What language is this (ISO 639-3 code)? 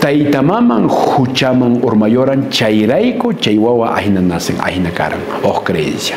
que